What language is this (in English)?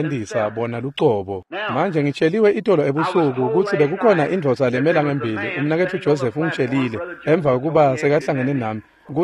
Swati